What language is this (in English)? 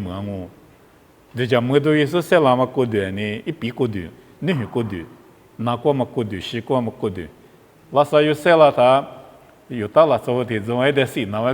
Lisu